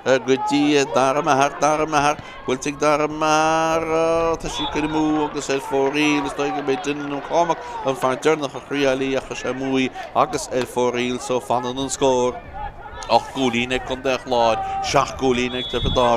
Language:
Irish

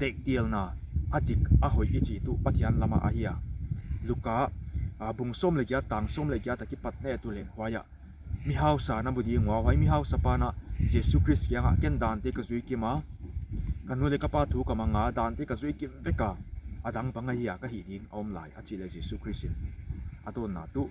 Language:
Paite Chin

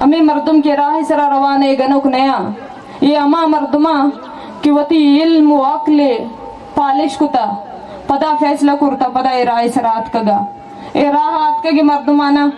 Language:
Baluchi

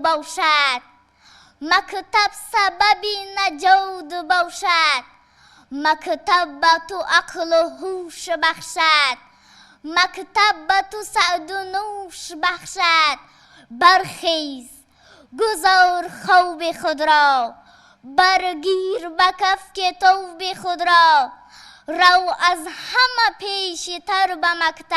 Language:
Tajik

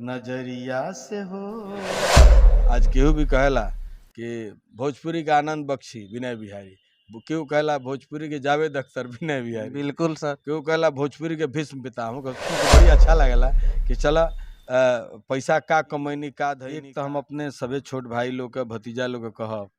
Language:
Bhojpuri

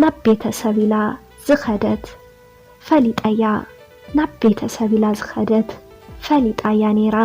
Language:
Tigrinya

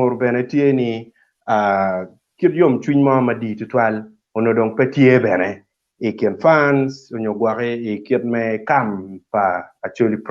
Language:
Acoli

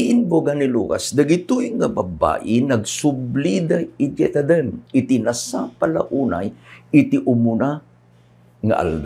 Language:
Iloko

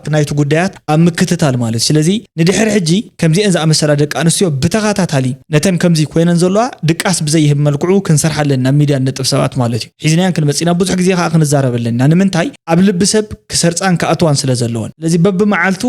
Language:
Tigrinya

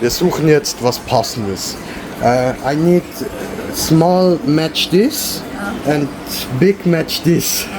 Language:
Swiss German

